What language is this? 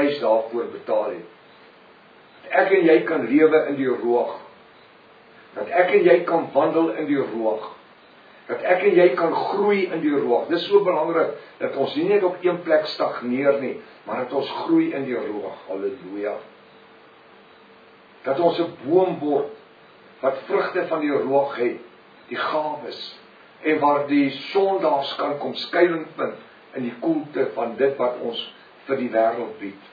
Afrikaans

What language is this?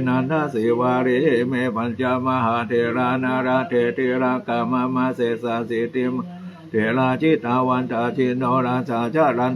Pali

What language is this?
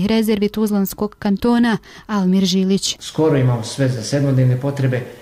Bosnian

